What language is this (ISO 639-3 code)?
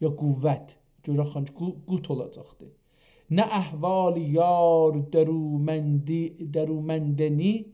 azb